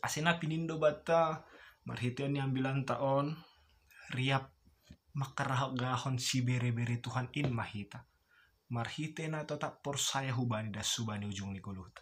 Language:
Batak Simalungun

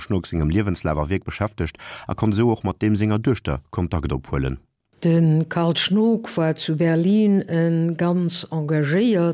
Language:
Luxembourgish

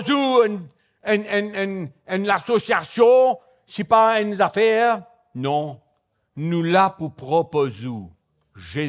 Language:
Morisyen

